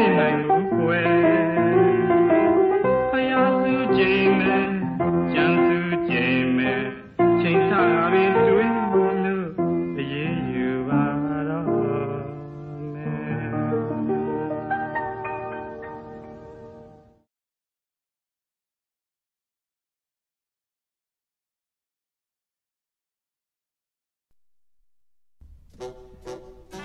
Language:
Burmese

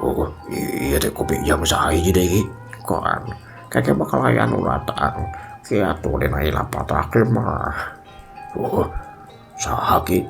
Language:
Sundanese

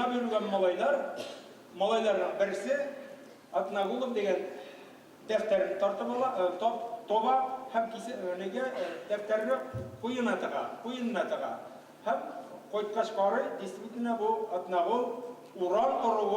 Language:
Bashkir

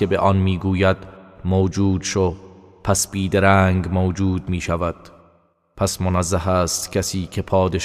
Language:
Persian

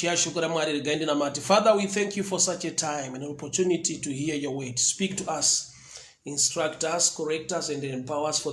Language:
Shona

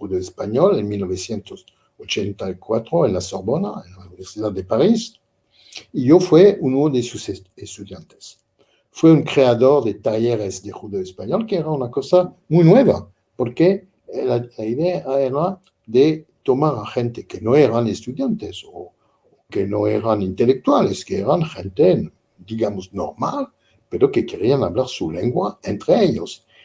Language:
Ladino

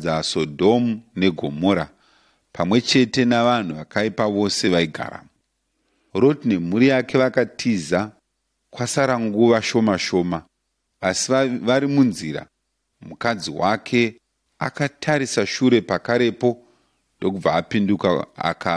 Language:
Shona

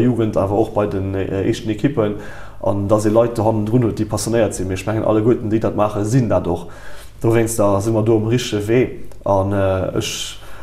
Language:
Luxembourgish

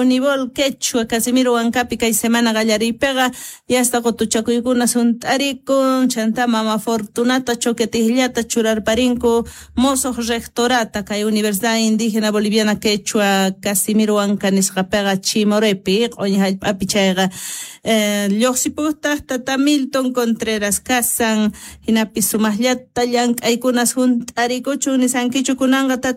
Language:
South Bolivian Quechua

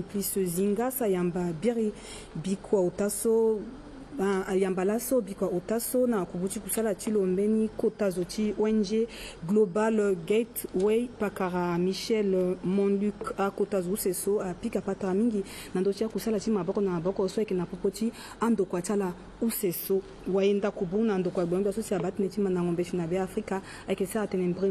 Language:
Sango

